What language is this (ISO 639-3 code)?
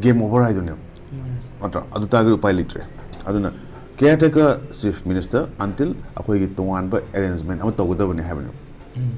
mni